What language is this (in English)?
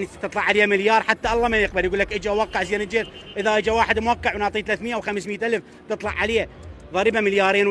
Mesopotamian Arabic